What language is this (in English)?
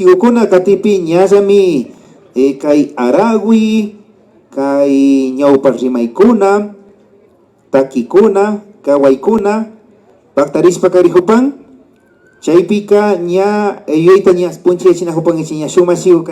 Imbabura Highland Quichua